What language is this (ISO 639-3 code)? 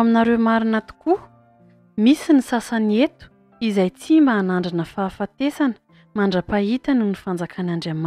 mlg